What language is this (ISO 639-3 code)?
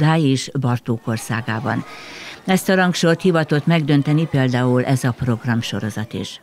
hun